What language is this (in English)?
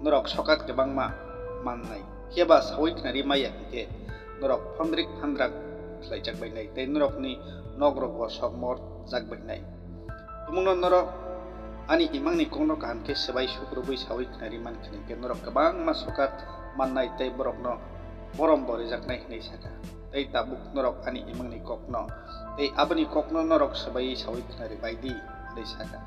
Kok Borok